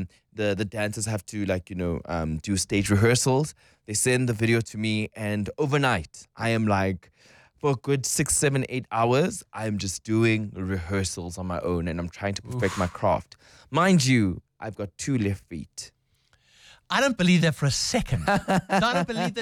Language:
English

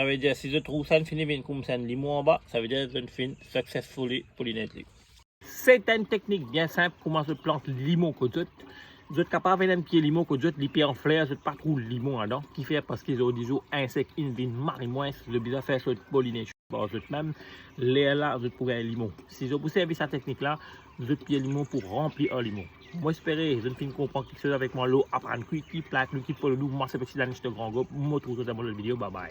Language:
Morisyen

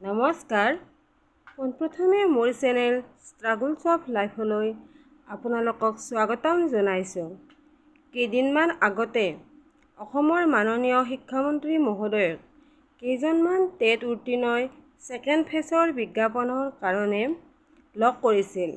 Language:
Assamese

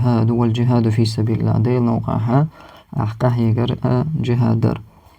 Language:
Chechen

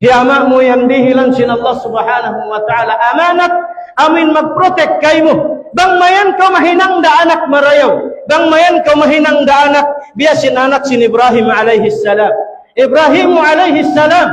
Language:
Tausug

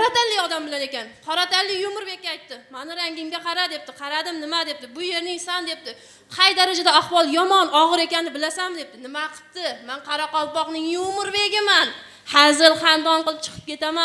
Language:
Kara-Kalpak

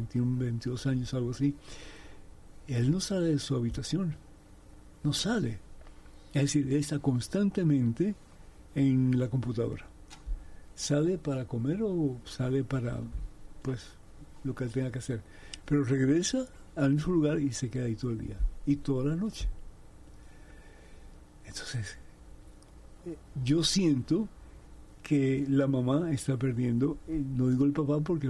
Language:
Spanish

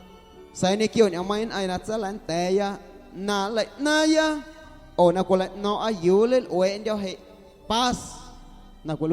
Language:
Guerrero Amuzgo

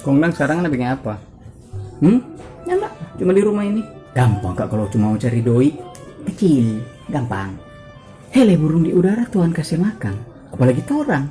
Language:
Manado Malay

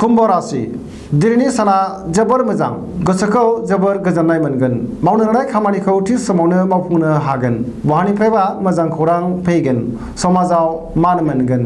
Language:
Bodo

